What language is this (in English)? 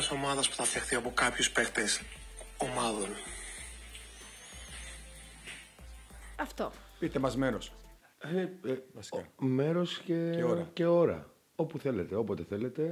Greek